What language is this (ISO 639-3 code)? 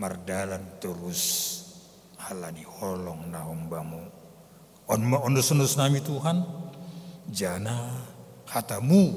bts